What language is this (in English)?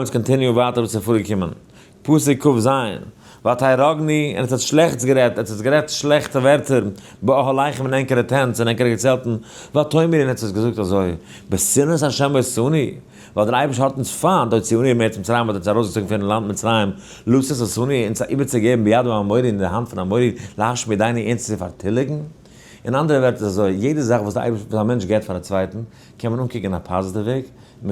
Yiddish